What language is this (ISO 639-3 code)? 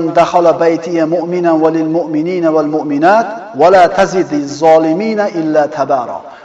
uzb